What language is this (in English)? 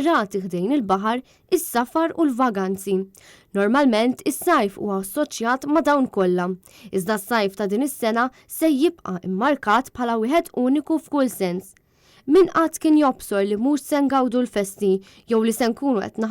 Maltese